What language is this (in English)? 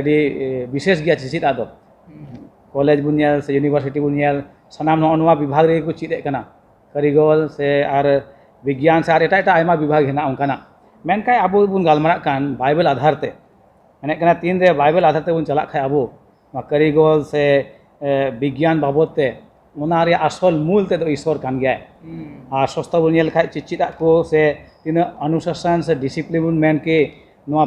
Santali